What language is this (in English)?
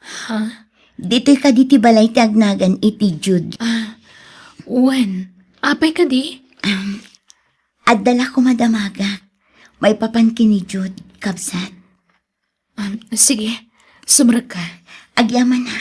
Iloko